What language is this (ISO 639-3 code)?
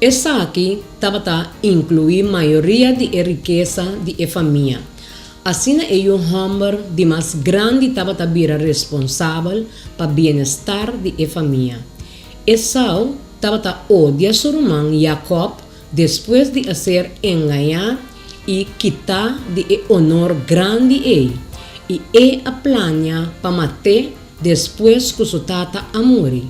pap